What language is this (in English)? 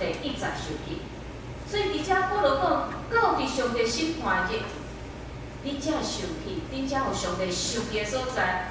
Min Nan Chinese